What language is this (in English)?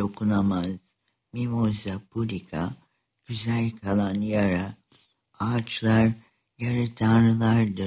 Turkish